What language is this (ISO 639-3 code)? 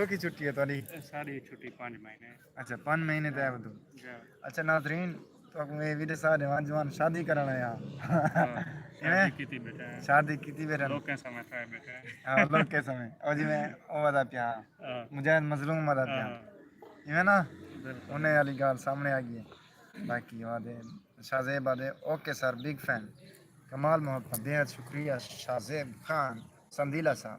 skr